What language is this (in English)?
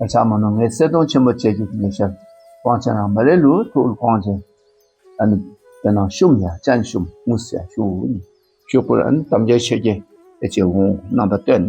Dakpakha